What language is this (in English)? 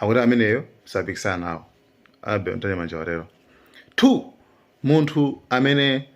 Nyanja